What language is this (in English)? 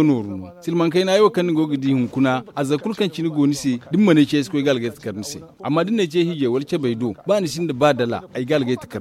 Zarma